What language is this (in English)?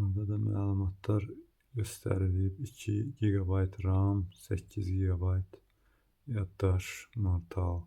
Azerbaijani